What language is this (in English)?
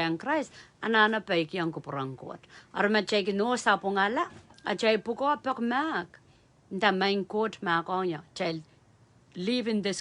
Pohnpeian